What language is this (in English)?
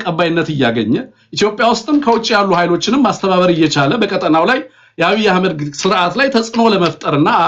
Amharic